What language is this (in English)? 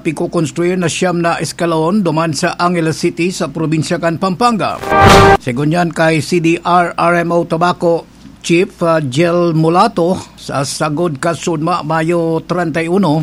Bikol